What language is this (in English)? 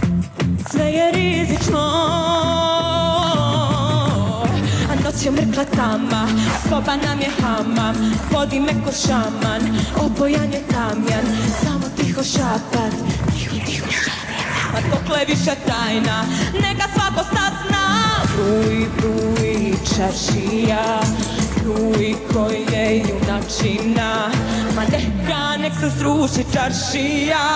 Serbian